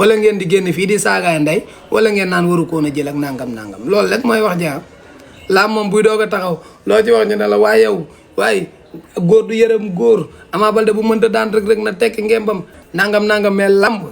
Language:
Wolof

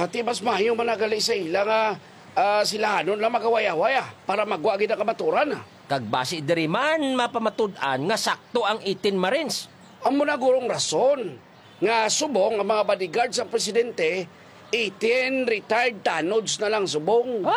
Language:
Hiligaynon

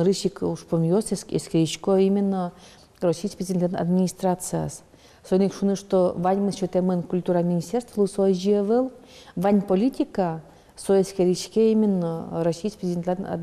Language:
Udmurt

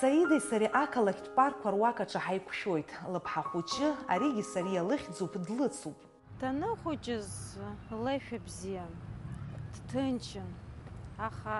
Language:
Abkhazian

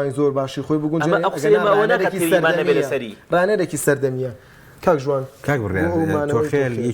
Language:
Central Kurdish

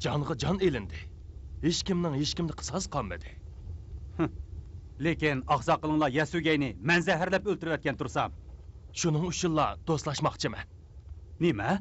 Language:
Uyghur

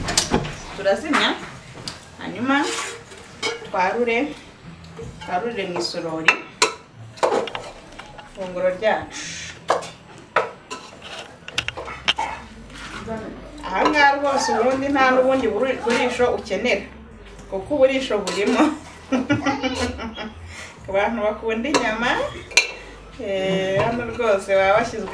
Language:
Kinyarwanda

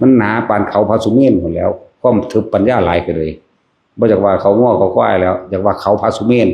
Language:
Northeastern Thai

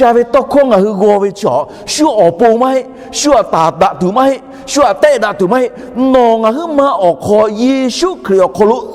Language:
Lahu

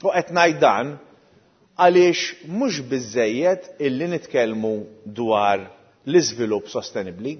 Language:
Maltese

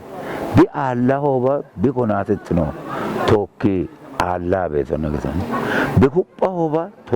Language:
Kafa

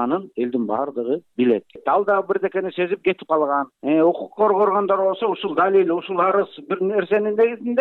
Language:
Kyrgyz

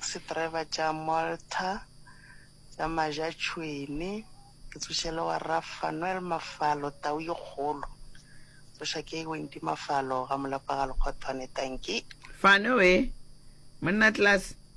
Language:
Northern Sotho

